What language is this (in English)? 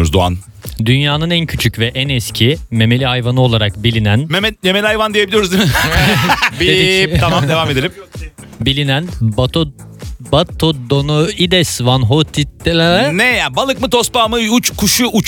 Turkish